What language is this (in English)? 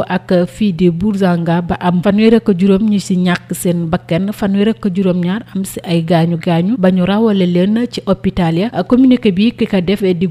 Wolof